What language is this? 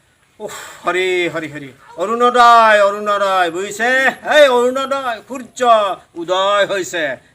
Assamese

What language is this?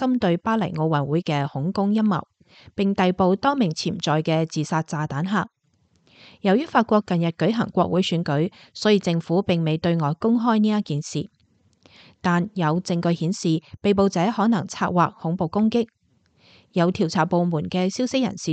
Cantonese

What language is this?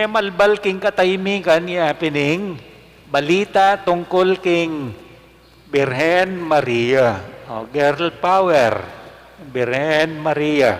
Pampanga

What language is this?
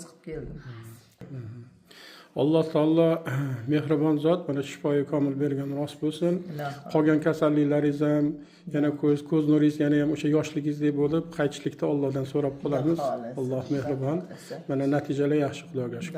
Uzbek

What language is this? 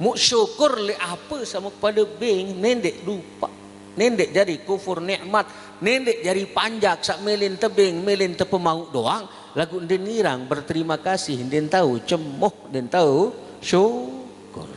Sasak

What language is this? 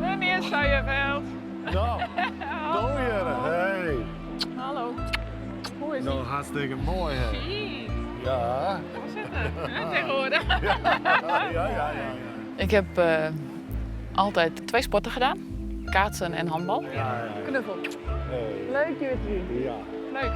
Western Frisian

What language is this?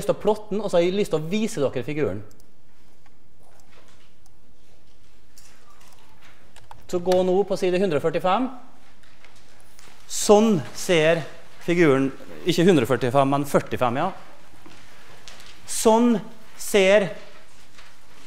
Norwegian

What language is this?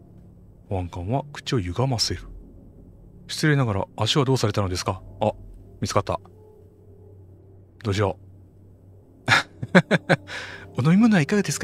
Japanese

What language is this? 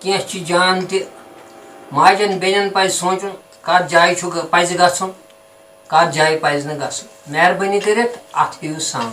Kashmiri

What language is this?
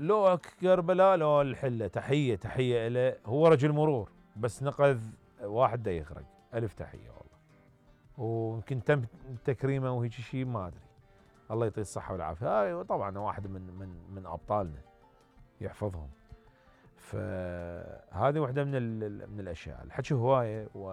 Mesopotamian Arabic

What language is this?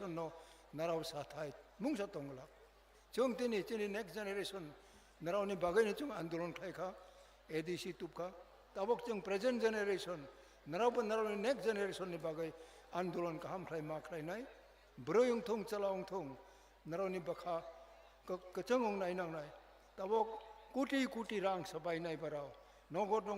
Kok Borok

